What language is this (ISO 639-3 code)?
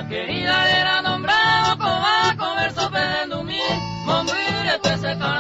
grn